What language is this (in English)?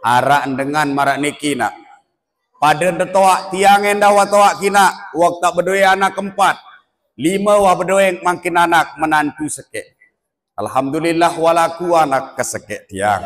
Sasak